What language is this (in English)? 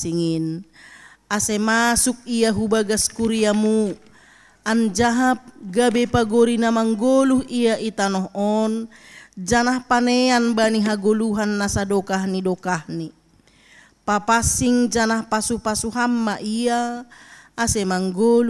Batak Simalungun